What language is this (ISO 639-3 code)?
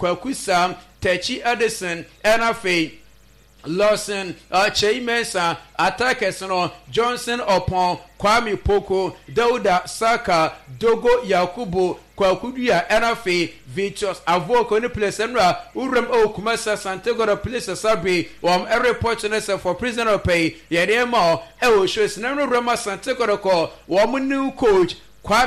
aka